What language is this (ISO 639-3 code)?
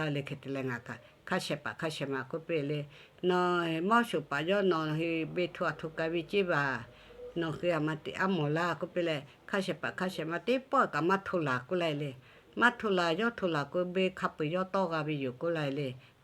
lhu